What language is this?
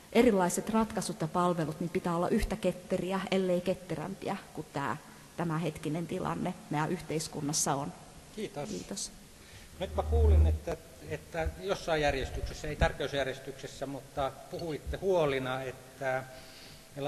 Finnish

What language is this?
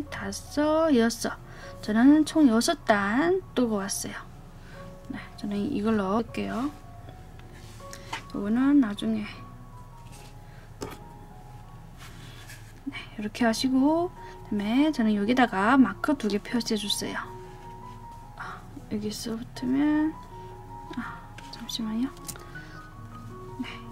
Korean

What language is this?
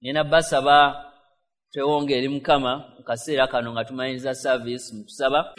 Ganda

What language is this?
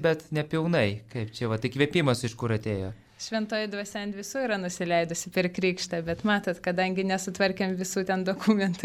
Lithuanian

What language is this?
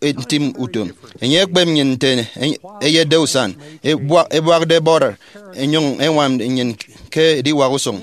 Efik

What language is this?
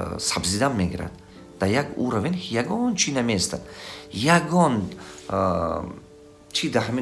Tajik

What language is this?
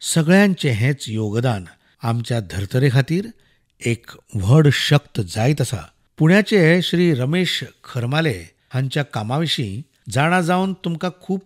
Konkani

